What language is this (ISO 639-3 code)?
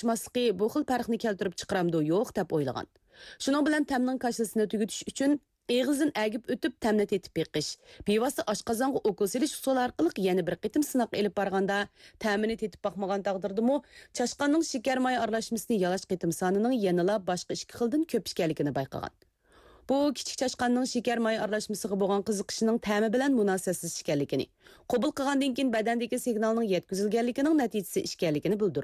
uig